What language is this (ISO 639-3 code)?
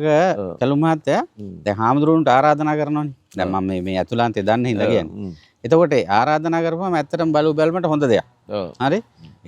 sin